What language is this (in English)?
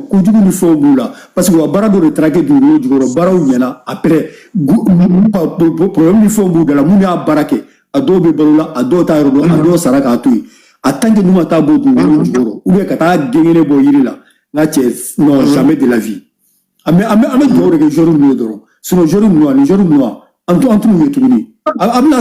Bambara